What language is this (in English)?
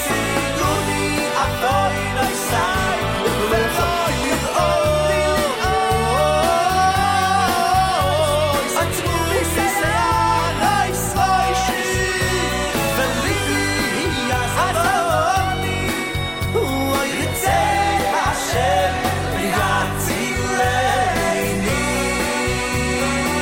Hebrew